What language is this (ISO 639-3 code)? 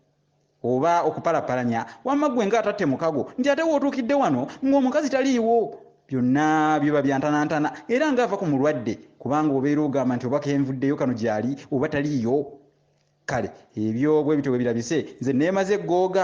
lug